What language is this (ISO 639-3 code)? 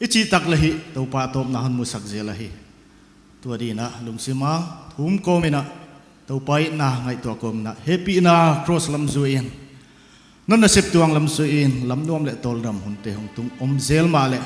pck